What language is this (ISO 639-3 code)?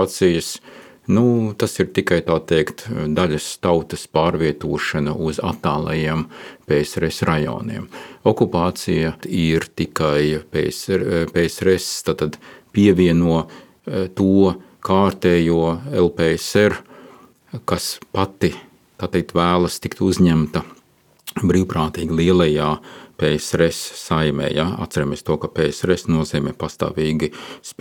lav